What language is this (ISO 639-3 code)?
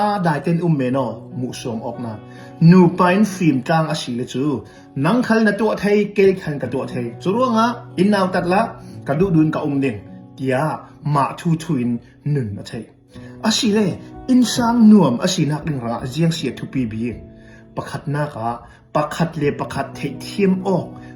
cnh